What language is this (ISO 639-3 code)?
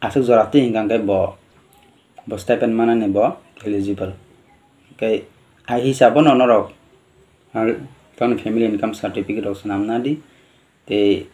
trp